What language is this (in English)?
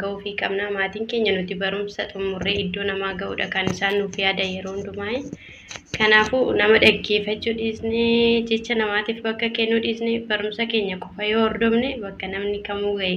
Oromo